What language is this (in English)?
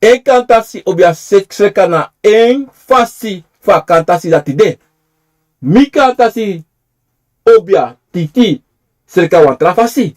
Sranan Tongo